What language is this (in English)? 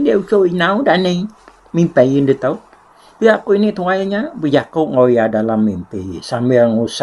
Iban